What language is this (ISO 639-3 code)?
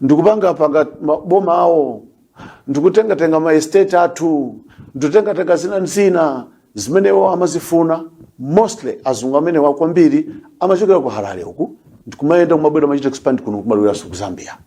nya